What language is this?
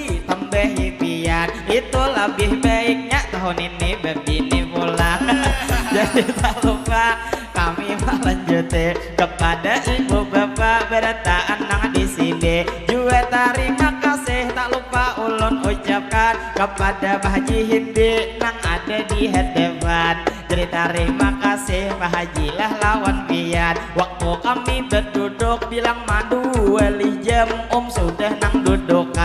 Banjar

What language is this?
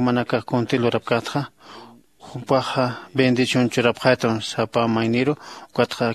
Aymara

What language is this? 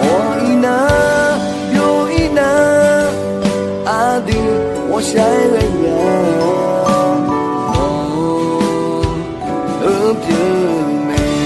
Akha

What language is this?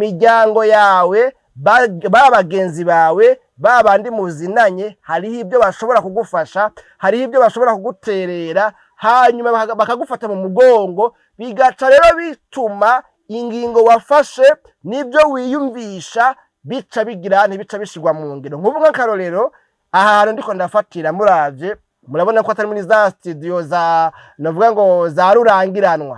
Rundi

